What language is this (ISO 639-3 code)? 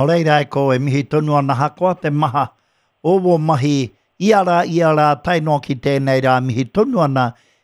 mri